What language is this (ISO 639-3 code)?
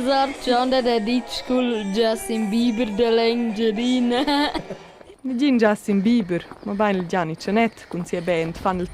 roh